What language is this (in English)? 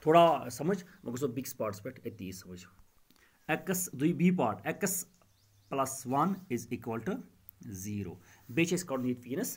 Kashmiri